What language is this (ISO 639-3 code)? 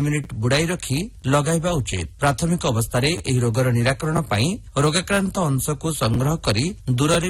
ori